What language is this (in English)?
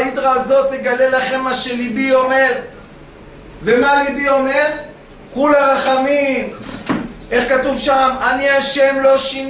Hebrew